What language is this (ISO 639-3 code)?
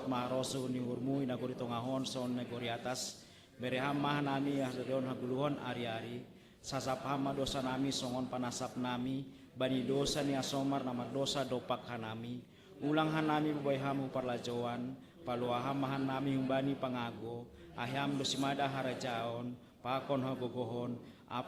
bts